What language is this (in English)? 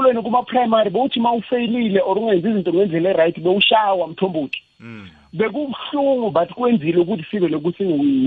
South Ndebele